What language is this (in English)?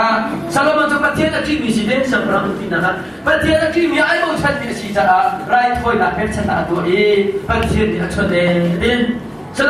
Hakha Chin